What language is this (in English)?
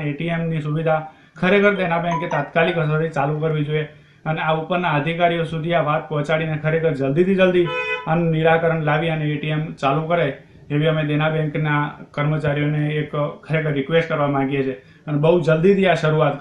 Gujarati